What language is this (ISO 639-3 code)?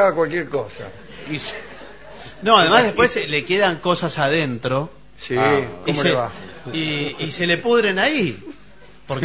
spa